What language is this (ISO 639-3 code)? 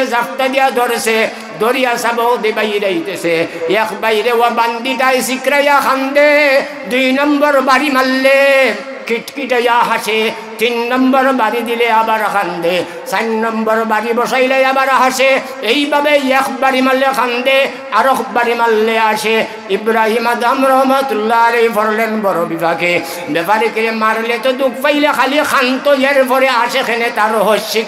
syl